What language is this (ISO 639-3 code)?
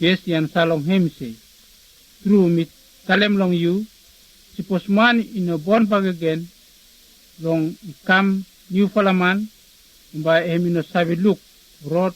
bis